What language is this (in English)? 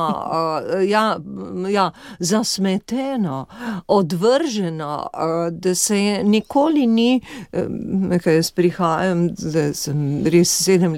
Slovenian